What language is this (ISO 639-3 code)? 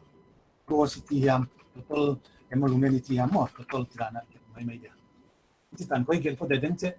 pck